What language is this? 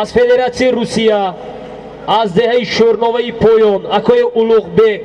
Tajik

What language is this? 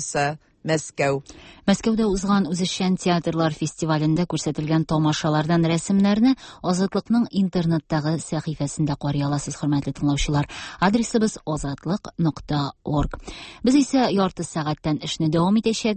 Tatar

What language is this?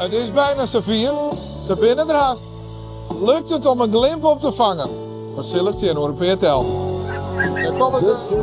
Western Frisian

